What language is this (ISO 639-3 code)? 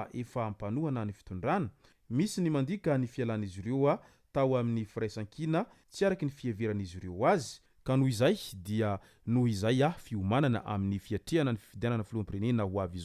mlg